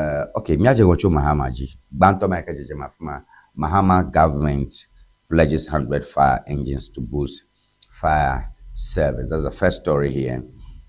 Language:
Ewe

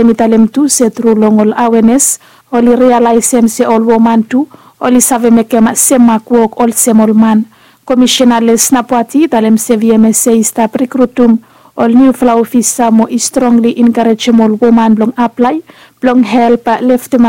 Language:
Bislama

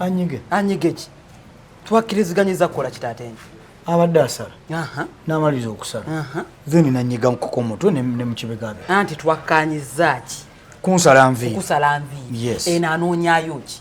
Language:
Ganda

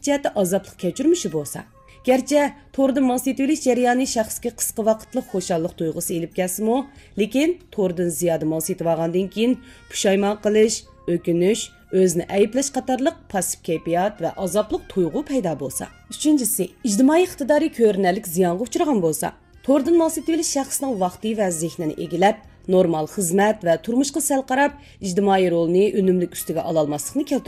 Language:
Uyghur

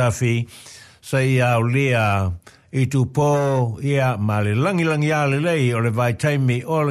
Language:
Samoan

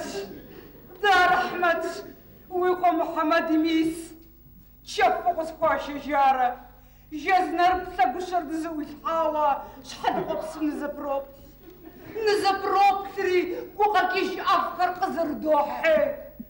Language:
Kabardian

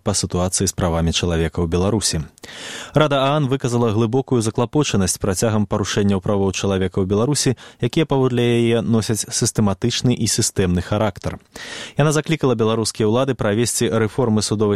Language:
Belarusian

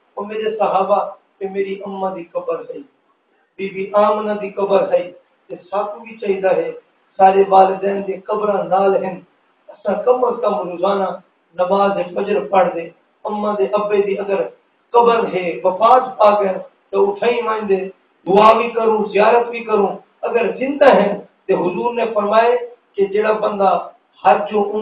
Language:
Saraiki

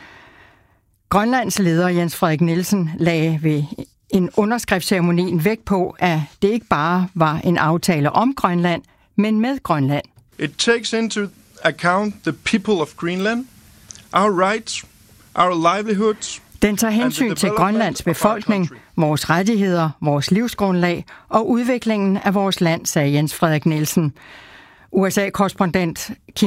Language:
Danish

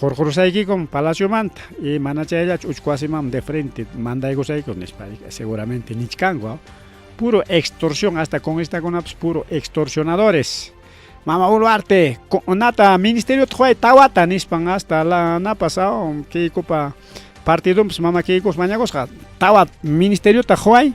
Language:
Ayacucho Quechua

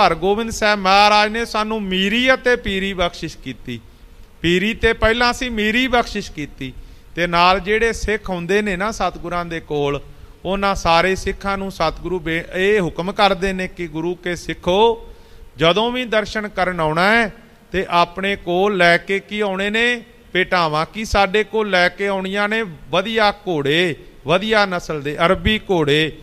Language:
Punjabi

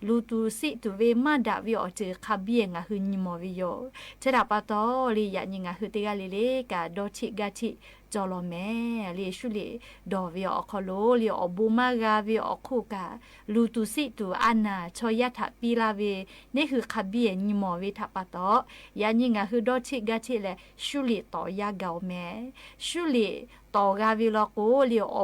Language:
Lahu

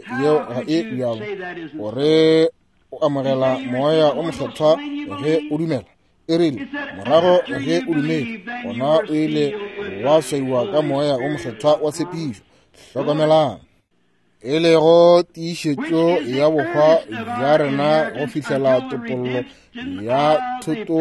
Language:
Northern Sotho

